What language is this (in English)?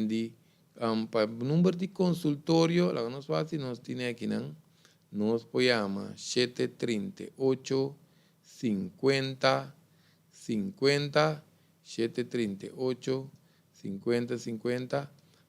Papiamento